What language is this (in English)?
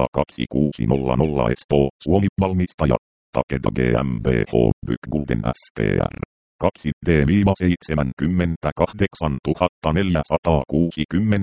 Finnish